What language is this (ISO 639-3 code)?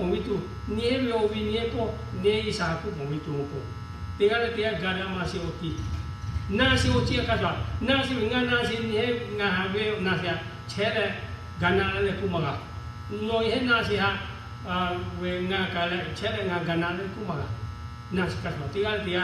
lhu